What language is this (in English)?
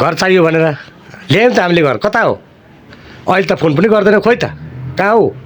Nepali